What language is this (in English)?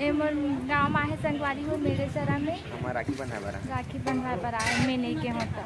Chhattisgarhi